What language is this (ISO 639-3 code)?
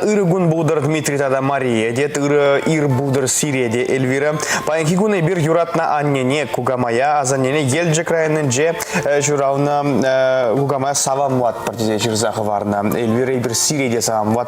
chv